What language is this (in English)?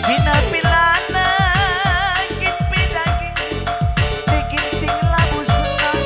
Batak Karo